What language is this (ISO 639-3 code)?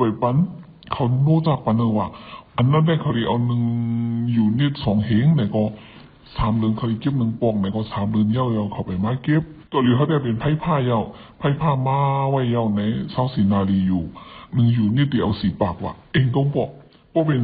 shn